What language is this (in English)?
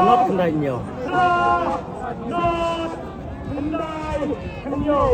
Khasi